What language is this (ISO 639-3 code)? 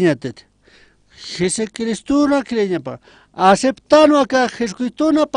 aym